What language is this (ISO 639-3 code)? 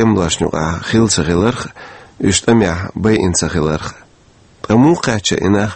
che